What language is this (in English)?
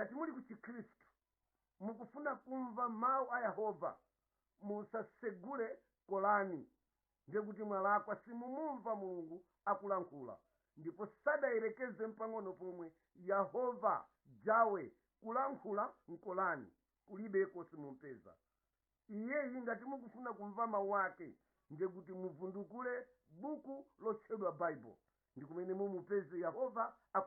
Nyanja